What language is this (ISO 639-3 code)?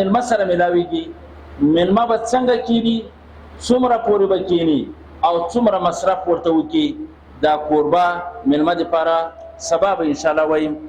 pus